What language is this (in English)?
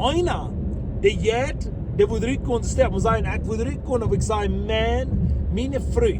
Plautdietsch